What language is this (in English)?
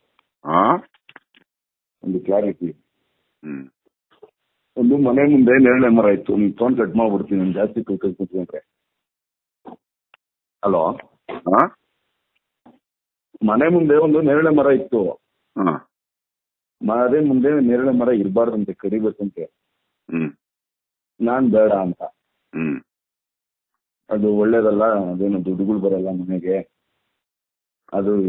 Kannada